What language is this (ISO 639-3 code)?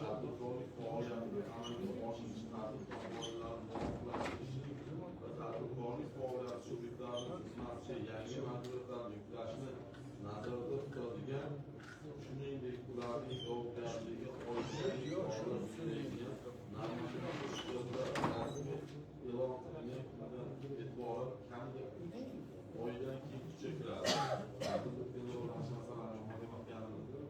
uzb